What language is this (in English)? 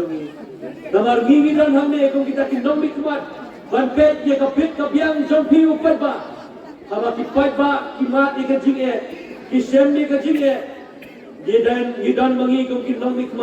Khasi